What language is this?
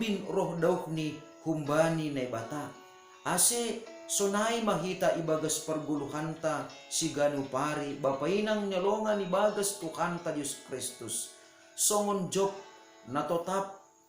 Batak Simalungun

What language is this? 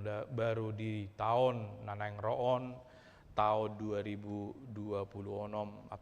Batak Toba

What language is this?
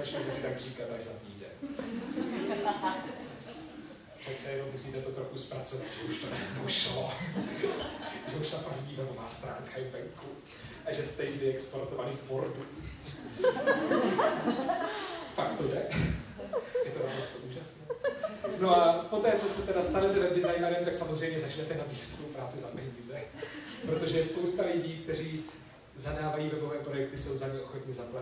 Czech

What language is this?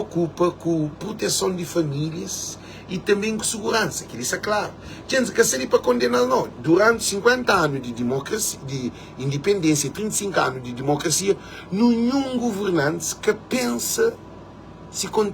Kabuverdianu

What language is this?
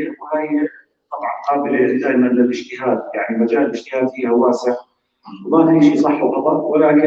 North Levantine Arabic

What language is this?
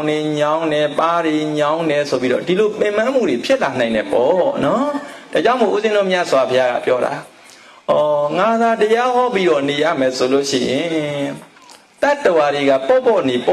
Burmese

